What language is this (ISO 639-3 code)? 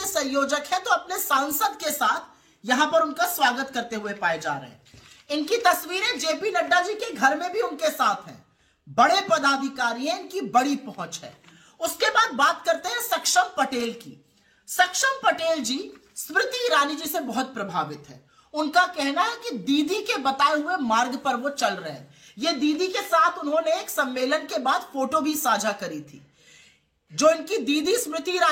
hin